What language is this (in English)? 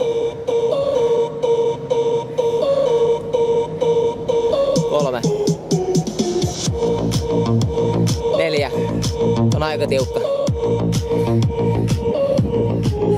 Finnish